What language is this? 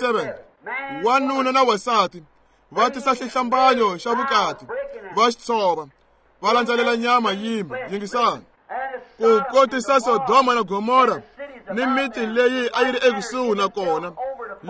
Tsonga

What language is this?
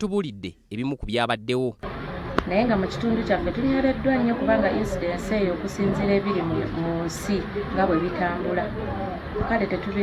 Ganda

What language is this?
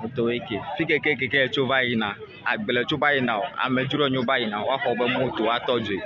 Ewe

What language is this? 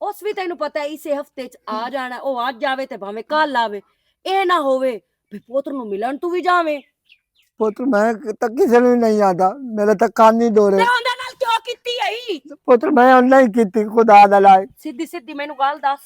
Western Panjabi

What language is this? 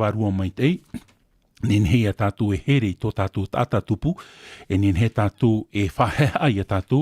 Tahitian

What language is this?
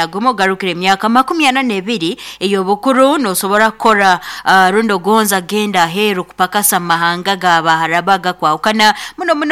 Nyoro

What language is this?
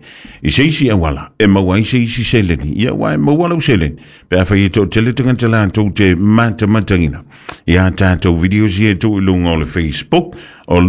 Samoan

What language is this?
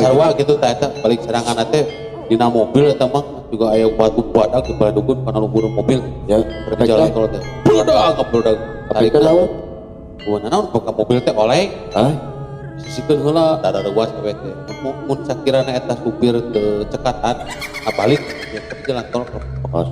Sundanese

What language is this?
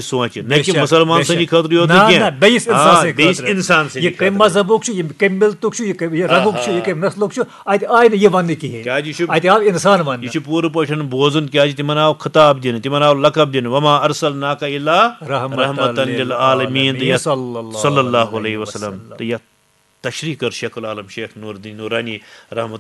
Kashmiri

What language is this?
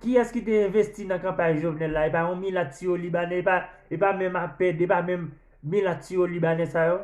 Haitian Creole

